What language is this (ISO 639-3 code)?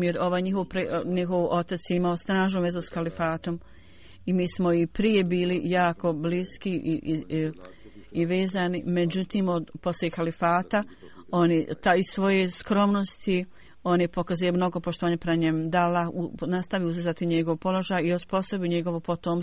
bos